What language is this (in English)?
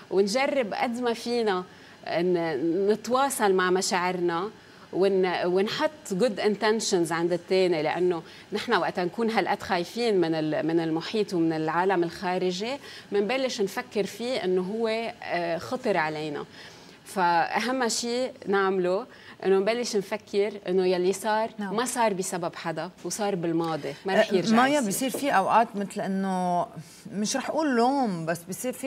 North Levantine Arabic